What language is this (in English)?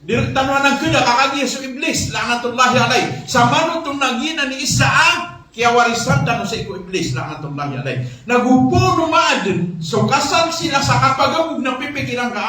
Maranao